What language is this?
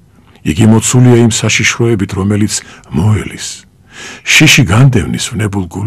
Georgian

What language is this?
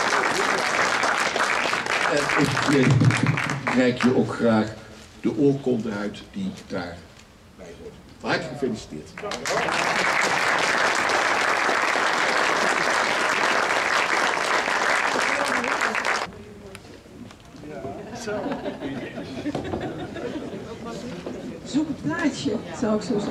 Dutch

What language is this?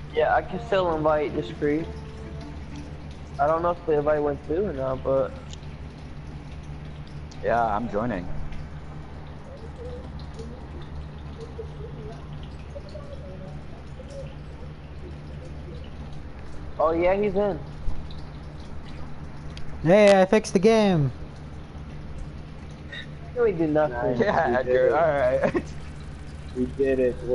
English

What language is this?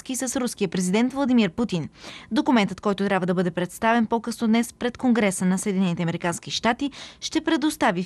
Bulgarian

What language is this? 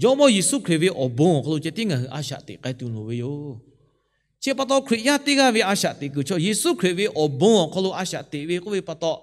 Lahu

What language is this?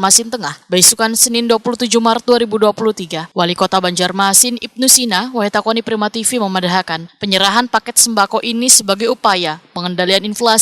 Banjar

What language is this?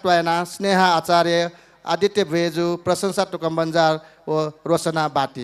Newari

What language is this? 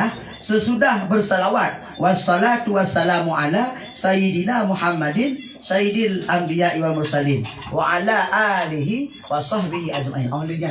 Achinese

